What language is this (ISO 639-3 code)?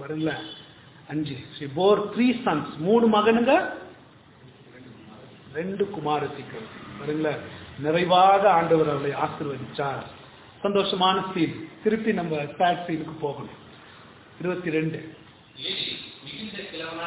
tam